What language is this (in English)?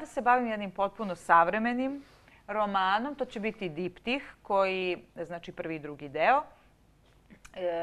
Serbian